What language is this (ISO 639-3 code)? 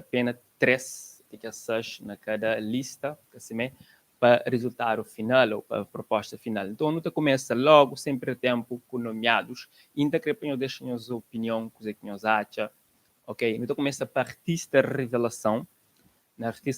kea